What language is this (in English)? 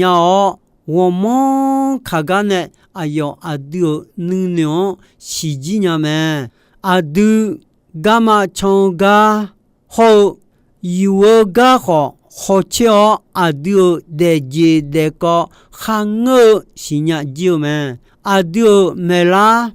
Akha